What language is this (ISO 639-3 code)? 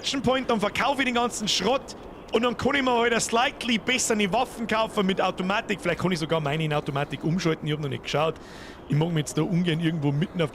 bar